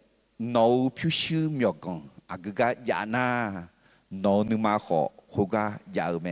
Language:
Akha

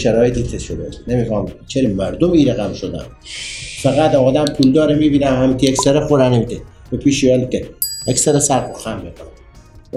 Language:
Persian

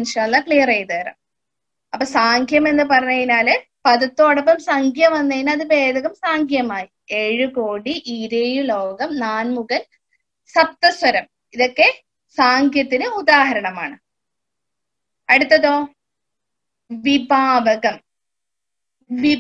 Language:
Malayalam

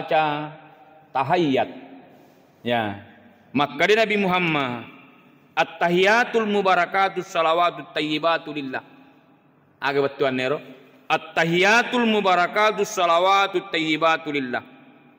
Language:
Buginese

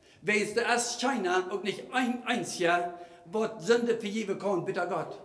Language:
Plautdietsch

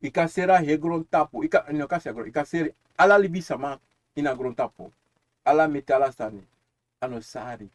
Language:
Sranan Tongo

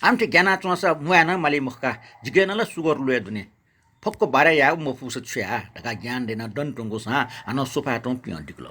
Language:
Newari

